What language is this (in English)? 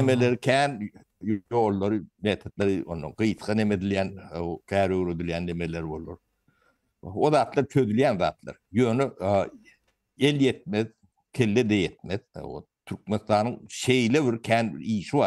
Turkmen